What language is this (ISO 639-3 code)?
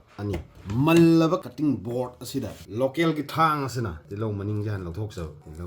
mni